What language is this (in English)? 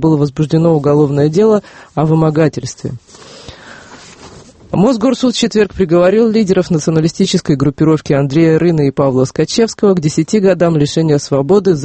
Russian